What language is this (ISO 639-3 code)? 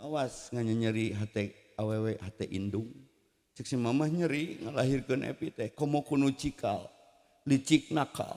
sun